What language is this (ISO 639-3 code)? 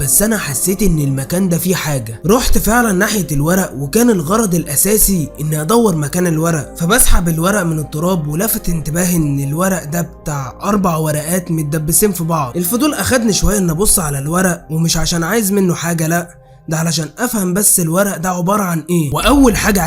arz